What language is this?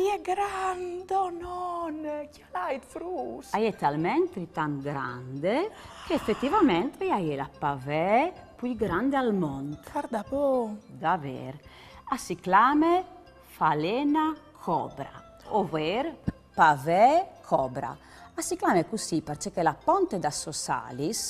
Friulian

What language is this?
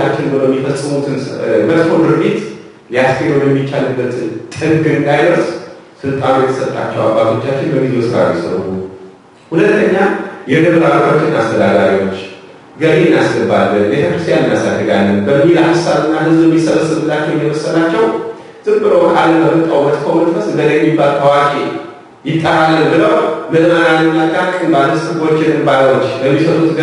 Amharic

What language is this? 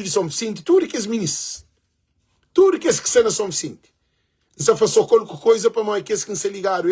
Kabuverdianu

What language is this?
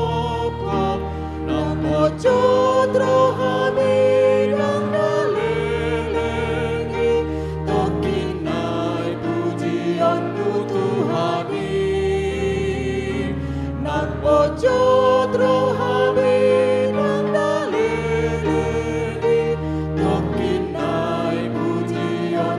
Batak Toba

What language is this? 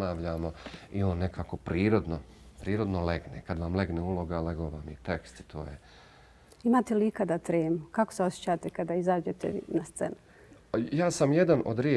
Bosnian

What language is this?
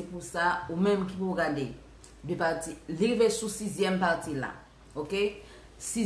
Haitian Creole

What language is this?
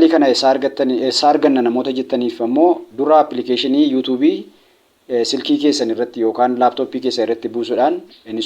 Oromo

